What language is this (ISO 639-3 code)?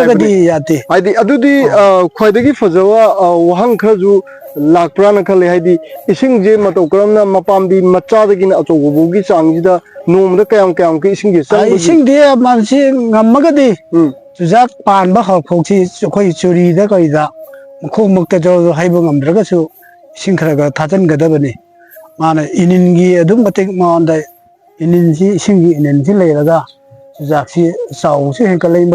mni